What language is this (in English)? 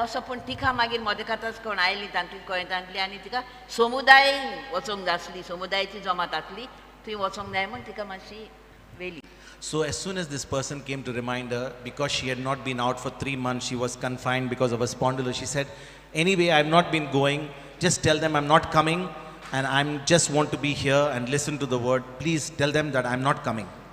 Konkani